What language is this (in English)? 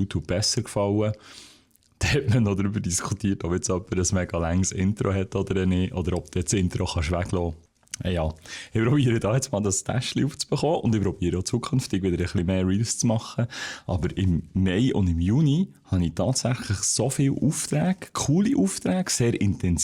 Swiss German